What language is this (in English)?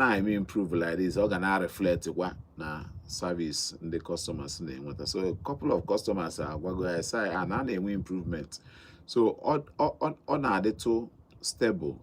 Igbo